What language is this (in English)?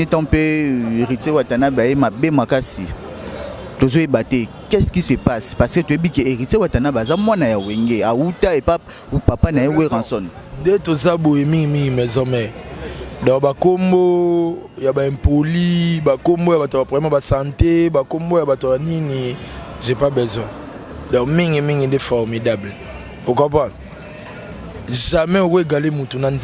Lingala